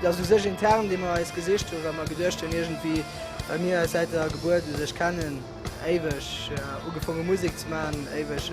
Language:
Luxembourgish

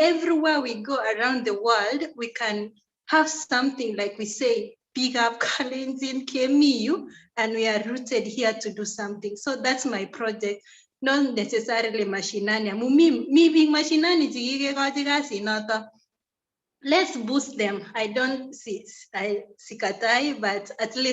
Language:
Kalenjin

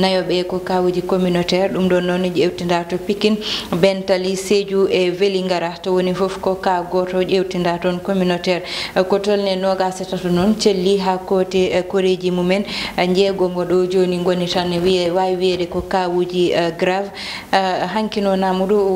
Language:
Fula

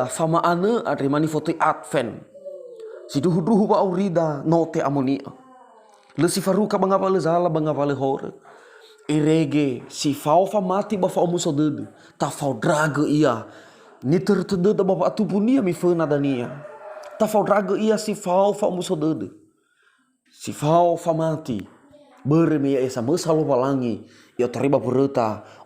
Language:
Nias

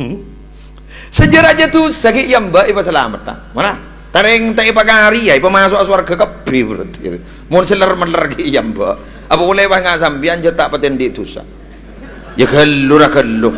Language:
Madurese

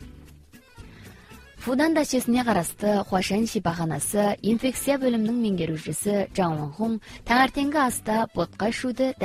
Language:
Kazakh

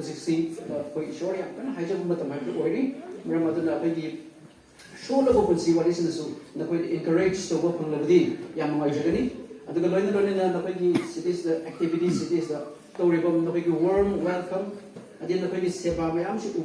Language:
Manipuri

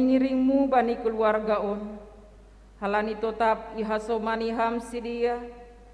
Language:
Batak Simalungun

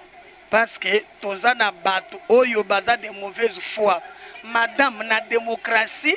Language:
Lingala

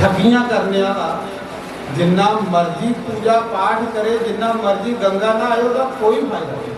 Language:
Dogri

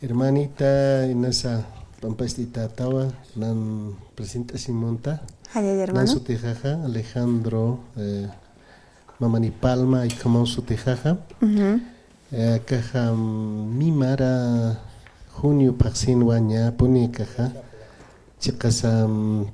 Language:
Aymara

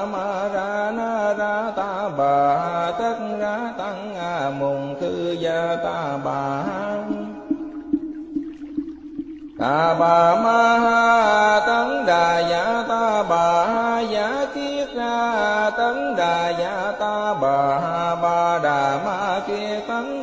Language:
Vietnamese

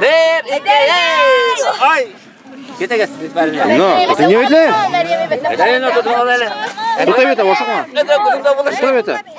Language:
Tatar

